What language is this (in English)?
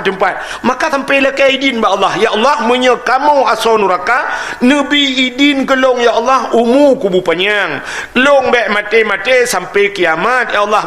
Achinese